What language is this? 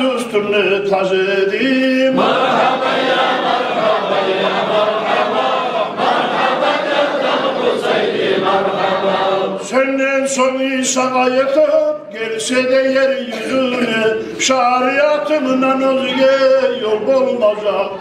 Kumyk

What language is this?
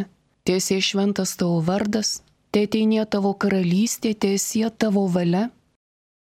Lithuanian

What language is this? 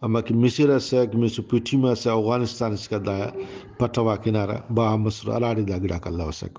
Brahui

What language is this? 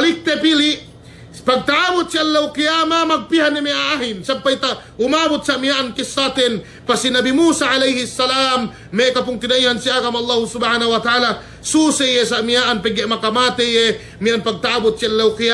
Yakan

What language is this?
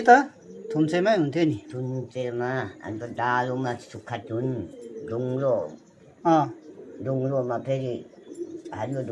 Nepali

